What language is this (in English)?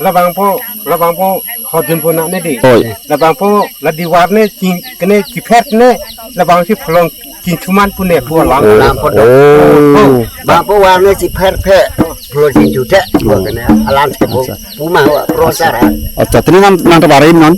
Karbi